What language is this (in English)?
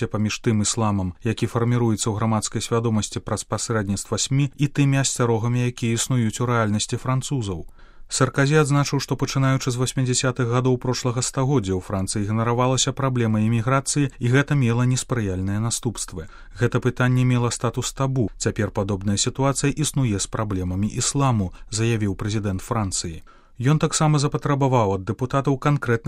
Belarusian